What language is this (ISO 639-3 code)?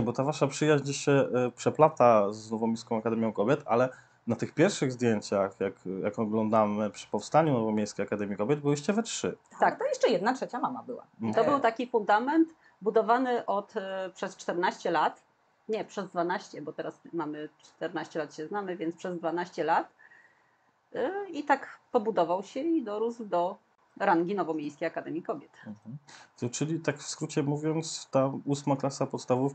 pol